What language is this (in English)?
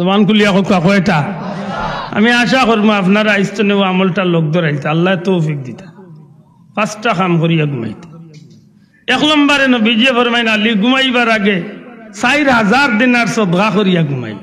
Sylheti